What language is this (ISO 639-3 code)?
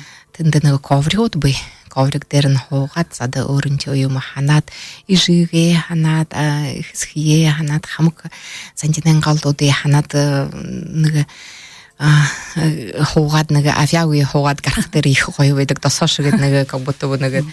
bua